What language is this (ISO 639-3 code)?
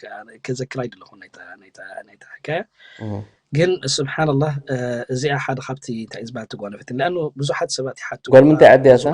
tir